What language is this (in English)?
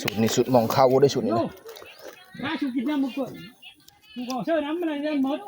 Northeastern Thai